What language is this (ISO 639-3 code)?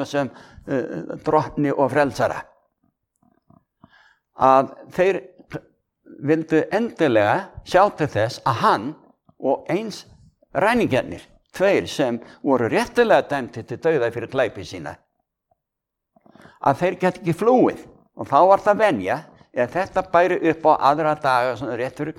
isl